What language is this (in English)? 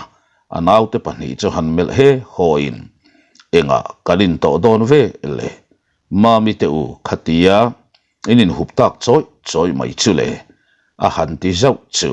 Mizo